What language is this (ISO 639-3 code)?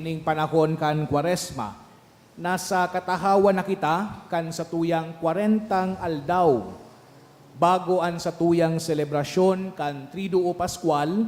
bik